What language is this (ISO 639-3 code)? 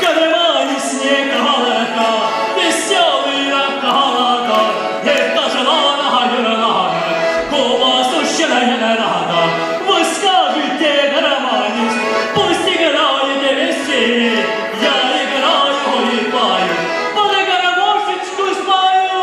chv